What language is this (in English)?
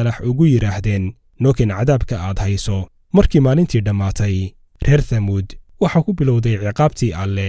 Somali